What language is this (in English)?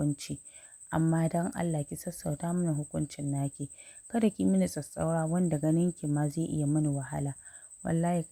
Hausa